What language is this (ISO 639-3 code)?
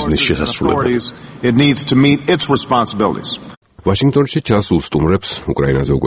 kat